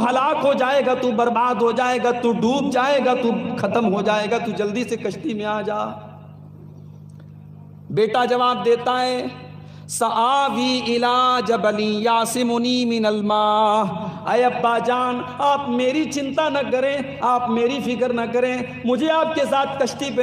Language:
Urdu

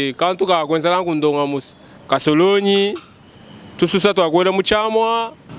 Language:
Luba-Lulua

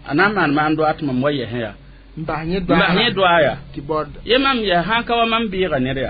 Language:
Mossi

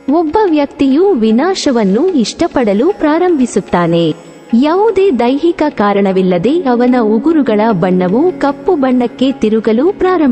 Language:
Kannada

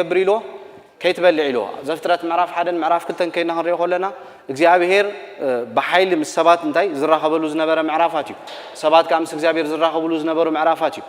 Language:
Tigrinya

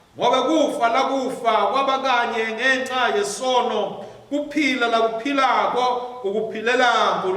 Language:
Swati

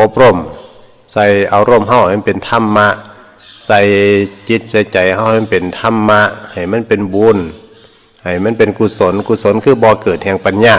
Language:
Northeastern Thai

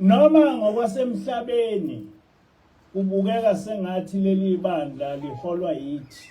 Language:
Zulu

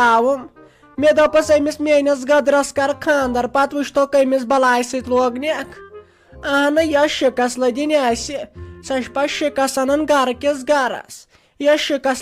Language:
Kashmiri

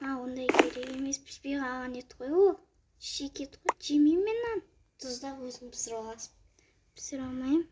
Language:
Kazakh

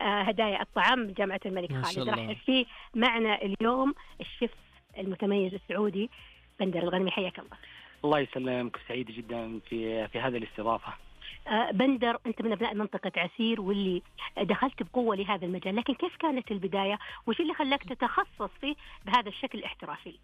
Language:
Najdi Arabic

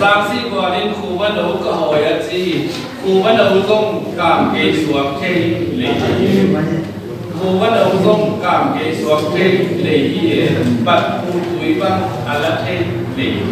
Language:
Tedim Chin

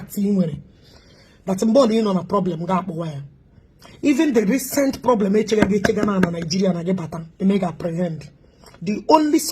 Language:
Igbo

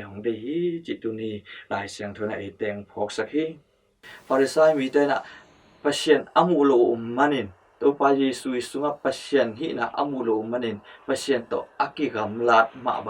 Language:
Tedim Chin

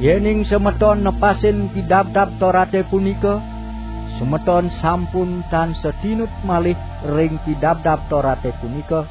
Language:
Balinese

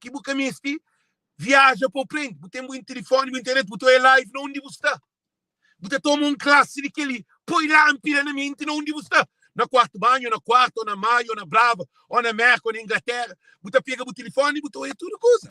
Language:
Kabuverdianu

